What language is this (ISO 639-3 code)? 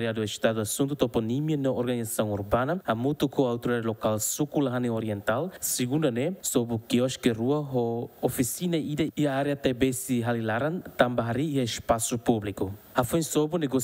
tet